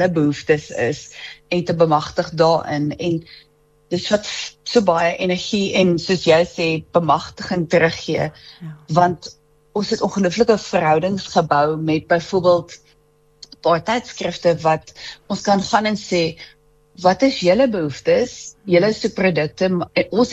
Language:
Afrikaans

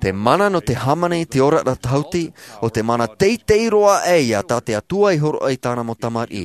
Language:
Tahitian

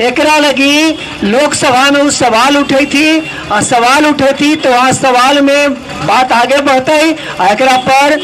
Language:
Magahi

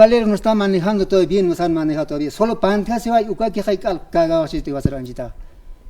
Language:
Aymara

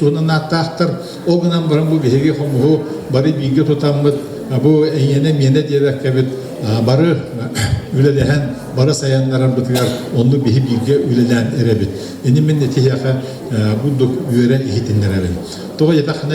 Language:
Yakut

